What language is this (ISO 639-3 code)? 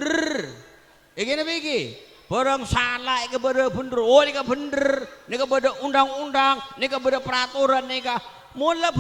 mad